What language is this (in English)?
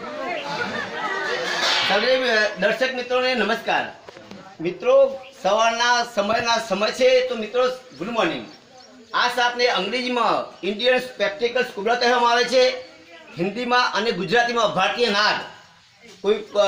Gujarati